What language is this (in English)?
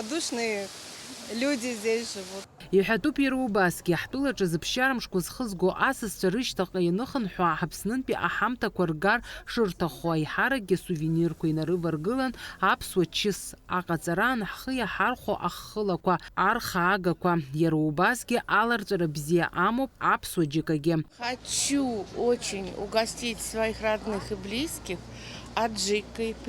Abkhazian